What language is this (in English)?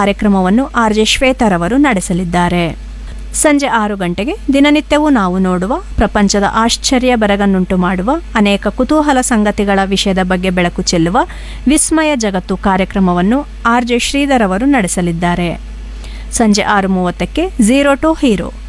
Kannada